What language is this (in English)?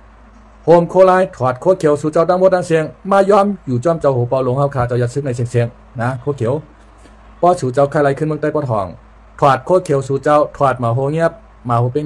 Shan